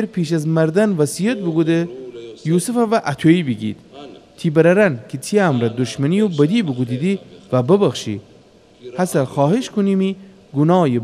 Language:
Gilaki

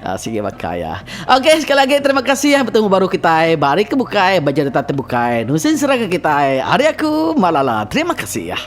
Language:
Iban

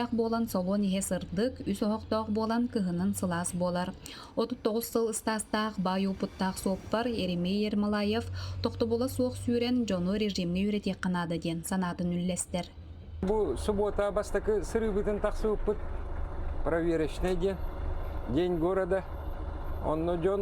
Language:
Yakut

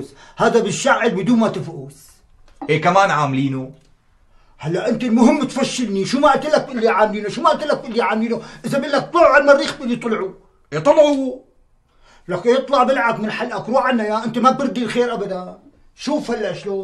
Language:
North Levantine Arabic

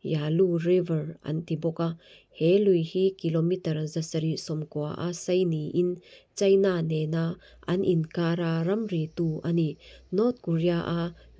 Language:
Mizo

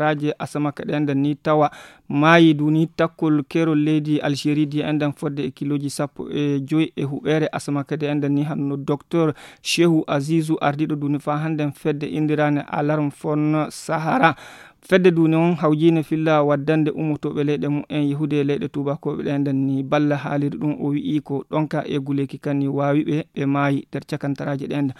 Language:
Fula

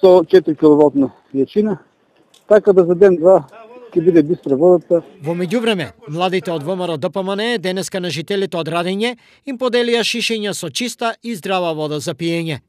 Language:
Macedonian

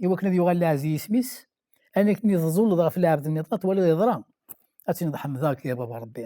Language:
Kabyle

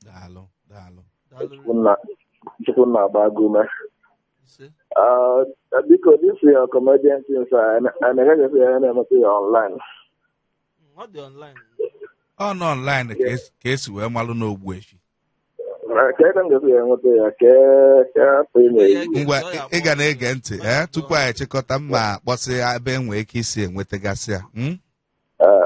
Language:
Igbo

